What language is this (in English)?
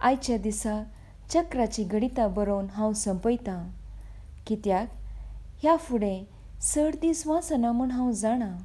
Konkani